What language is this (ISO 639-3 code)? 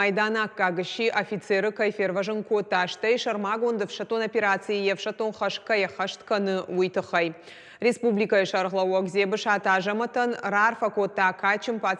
oss